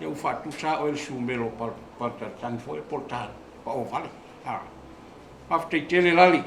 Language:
Samoan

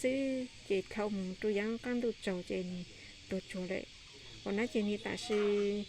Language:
Hmong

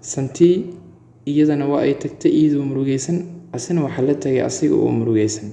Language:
Somali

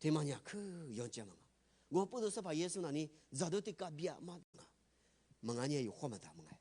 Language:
Lisu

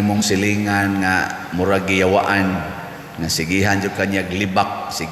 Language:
Cebuano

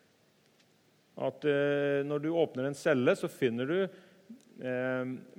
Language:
Norwegian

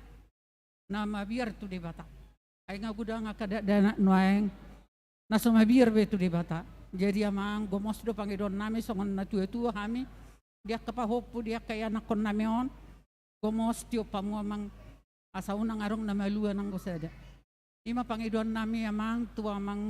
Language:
Batak Toba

